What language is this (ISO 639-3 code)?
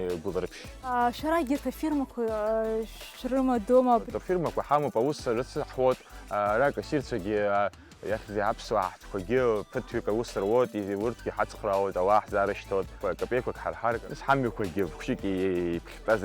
abk